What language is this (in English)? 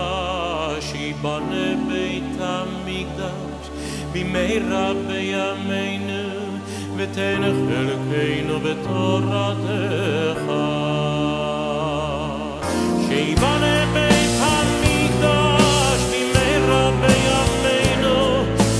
Hebrew